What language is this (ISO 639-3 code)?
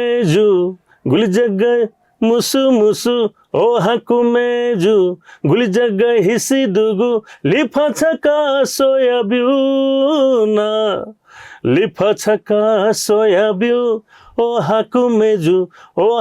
new